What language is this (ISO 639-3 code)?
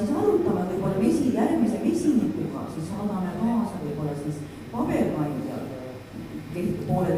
est